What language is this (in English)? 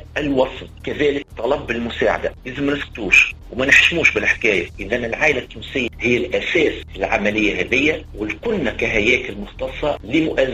Tunisian Arabic